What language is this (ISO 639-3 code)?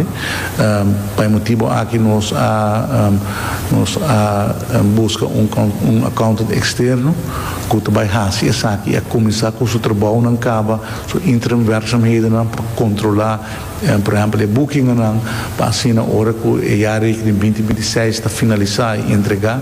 pap